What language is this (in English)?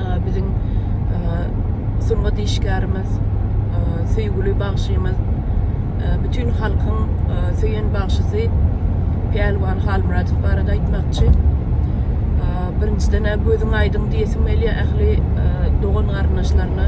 Turkmen